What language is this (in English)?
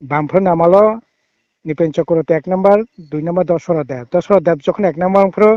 Kok Borok